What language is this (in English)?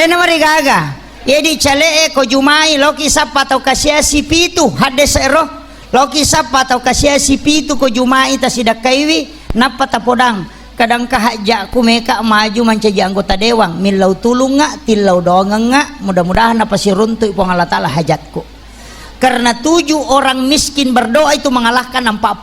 Buginese